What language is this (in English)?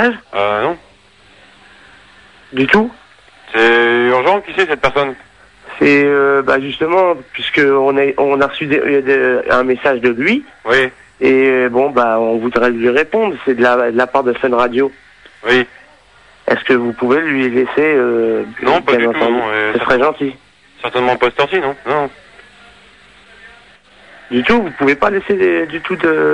French